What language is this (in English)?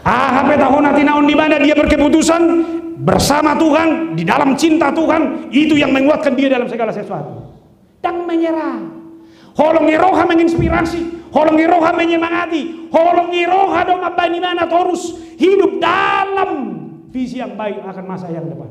Batak Toba